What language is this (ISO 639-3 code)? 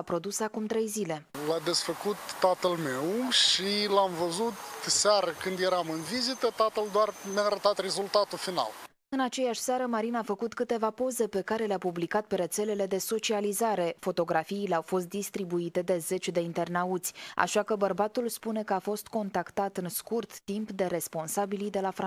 ron